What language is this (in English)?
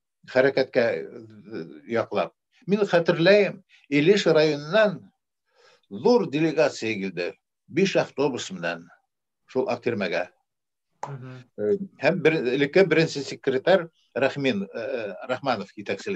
Bashkir